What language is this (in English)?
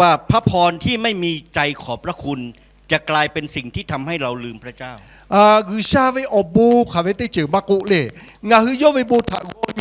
Lahu